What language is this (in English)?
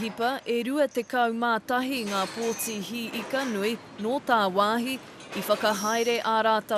Māori